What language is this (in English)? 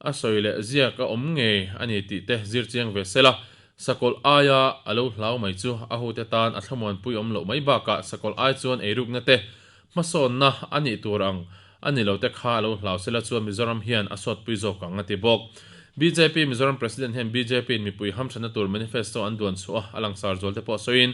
Mizo